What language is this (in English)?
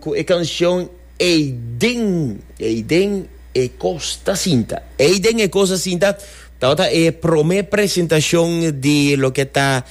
Papiamento